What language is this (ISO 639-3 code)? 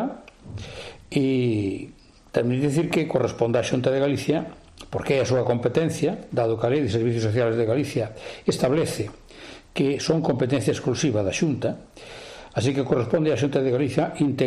glg